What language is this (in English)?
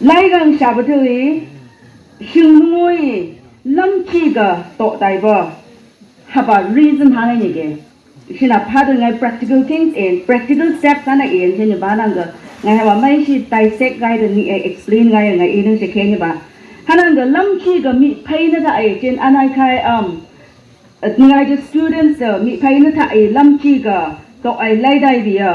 Phom Naga